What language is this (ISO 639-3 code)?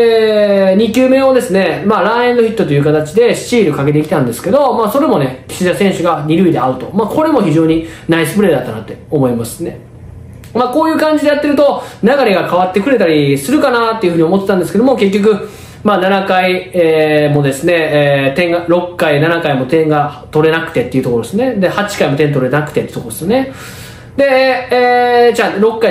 jpn